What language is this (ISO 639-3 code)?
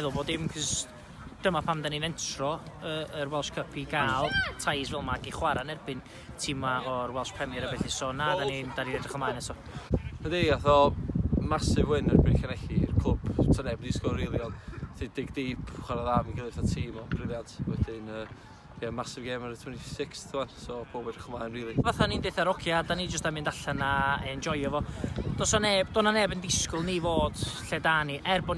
cym